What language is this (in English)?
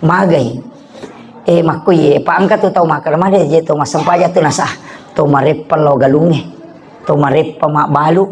Buginese